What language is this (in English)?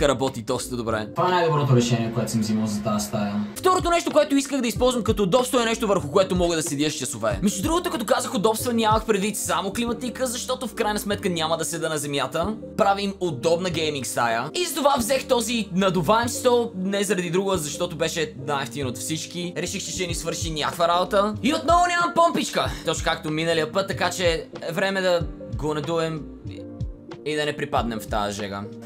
Bulgarian